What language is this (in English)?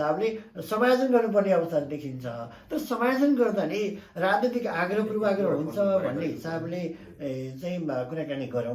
Nepali